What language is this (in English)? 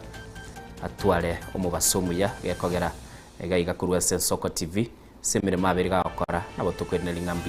Gusii